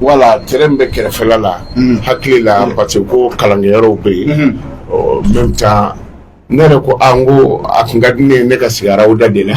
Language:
Bambara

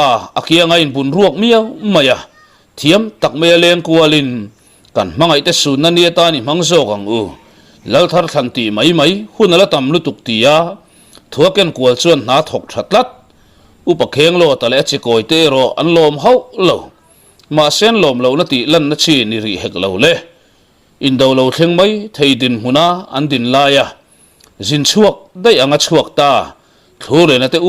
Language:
Mizo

